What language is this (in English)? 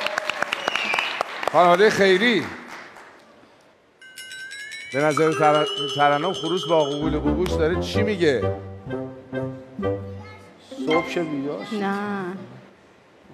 Persian